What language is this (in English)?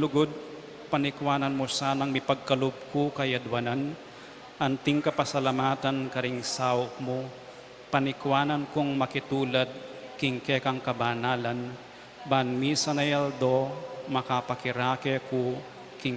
Pampanga